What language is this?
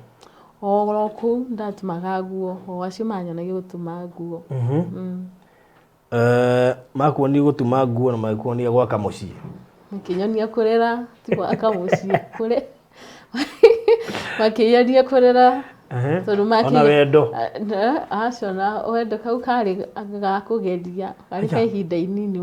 Kikuyu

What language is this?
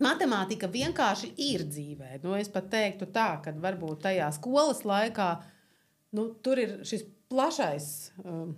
Latvian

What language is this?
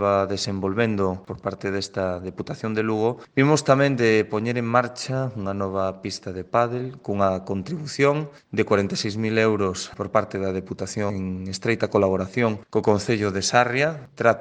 Galician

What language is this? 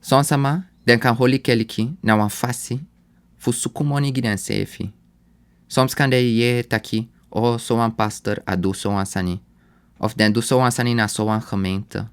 Sranan Tongo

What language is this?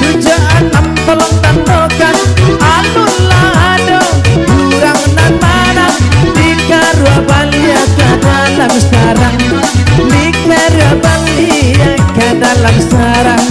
Minangkabau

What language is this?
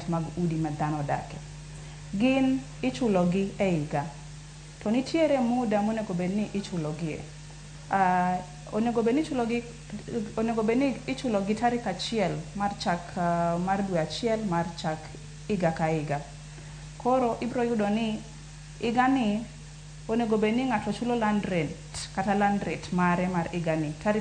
Luo (Kenya and Tanzania)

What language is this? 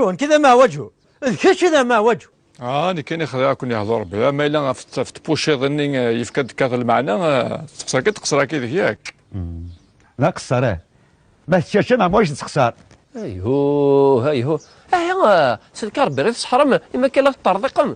Kabyle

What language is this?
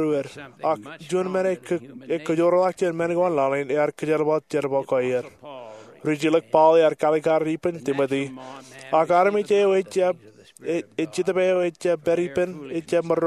Marshallese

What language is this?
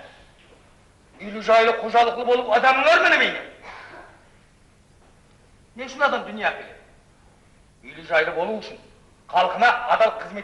Kara-Kalpak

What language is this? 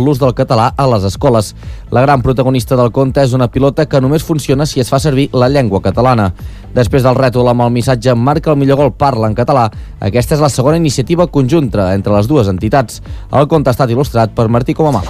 Catalan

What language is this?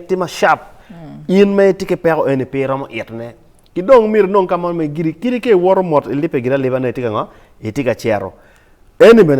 Acoli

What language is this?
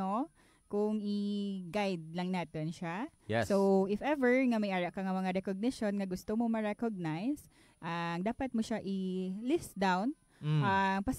Hiligaynon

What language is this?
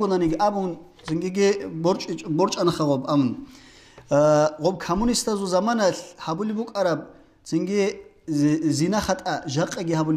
Avaric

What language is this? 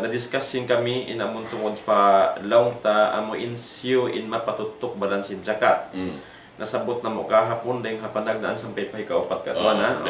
Tausug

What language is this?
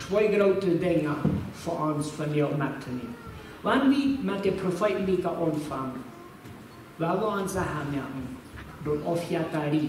Plautdietsch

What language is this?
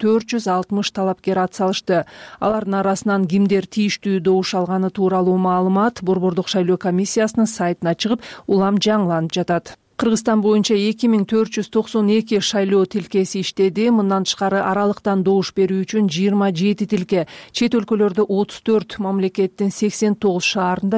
Kyrgyz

